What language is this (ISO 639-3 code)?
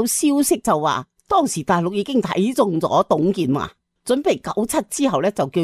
yue